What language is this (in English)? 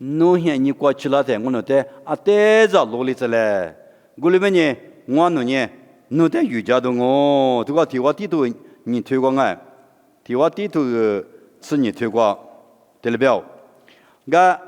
Lisu